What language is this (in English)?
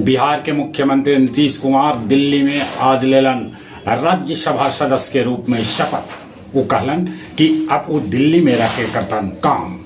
Magahi